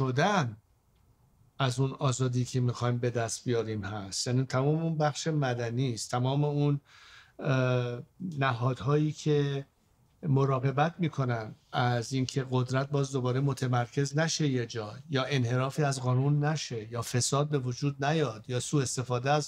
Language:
Persian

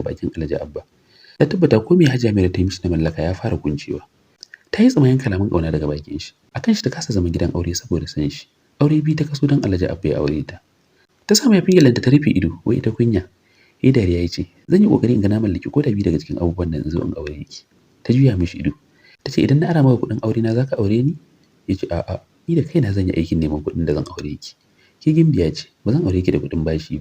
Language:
Hausa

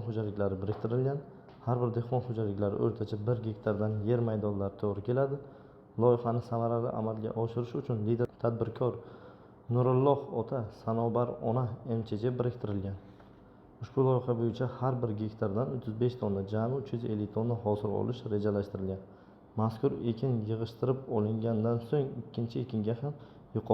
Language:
Uzbek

